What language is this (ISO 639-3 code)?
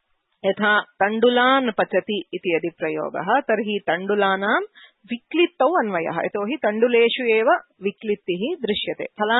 san